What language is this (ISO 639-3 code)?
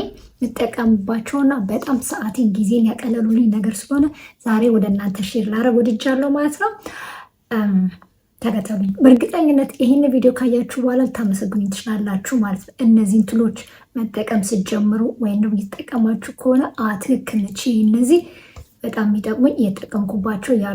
amh